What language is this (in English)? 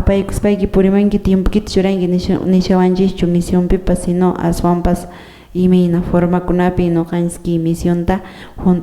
Quechua